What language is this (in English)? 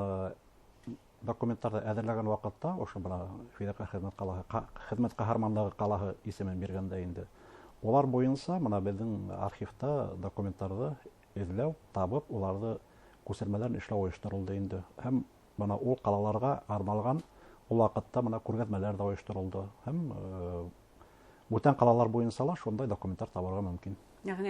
Bashkir